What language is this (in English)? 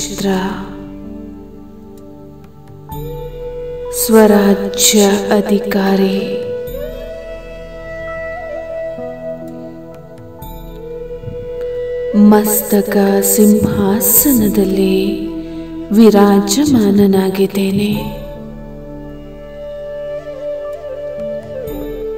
Kannada